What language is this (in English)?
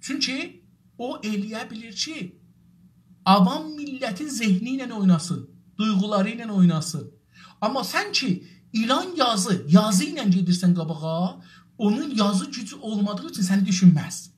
South Azerbaijani